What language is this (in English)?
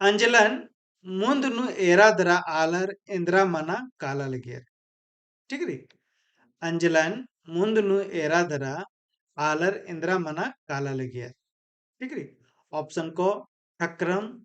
Kurukh